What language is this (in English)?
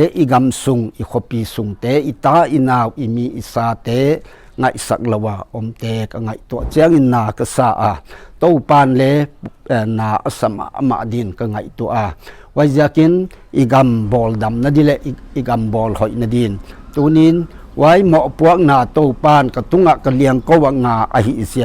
Paite Chin